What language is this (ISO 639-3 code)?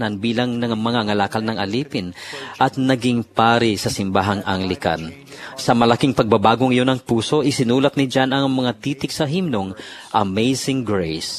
fil